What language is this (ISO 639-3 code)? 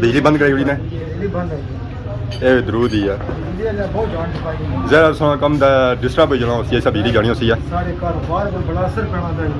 phr